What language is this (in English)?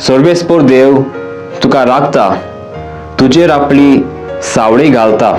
Konkani